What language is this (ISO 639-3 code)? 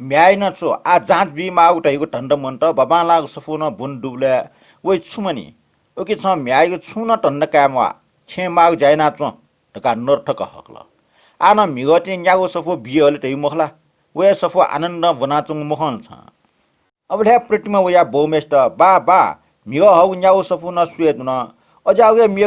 new